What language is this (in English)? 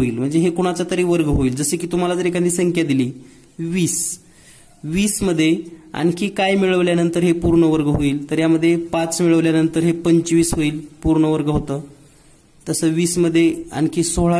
Marathi